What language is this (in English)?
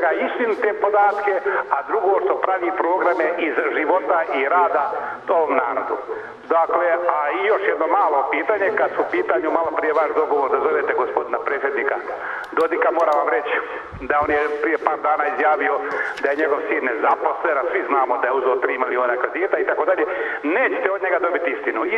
Serbian